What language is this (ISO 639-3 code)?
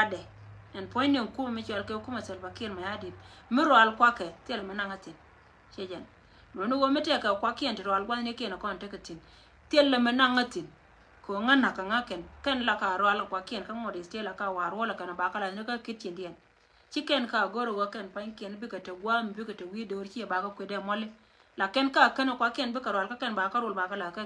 nus